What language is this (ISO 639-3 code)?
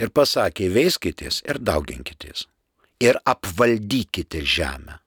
lit